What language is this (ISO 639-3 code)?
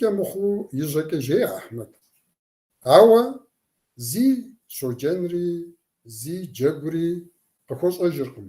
kbd